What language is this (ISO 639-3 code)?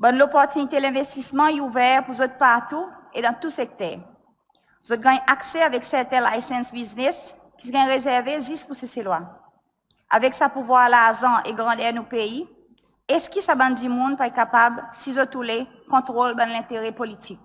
crs